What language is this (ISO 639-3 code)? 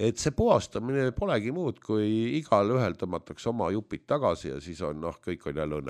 est